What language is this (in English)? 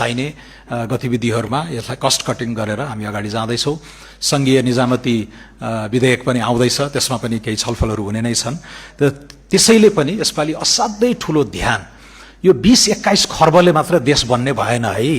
Nepali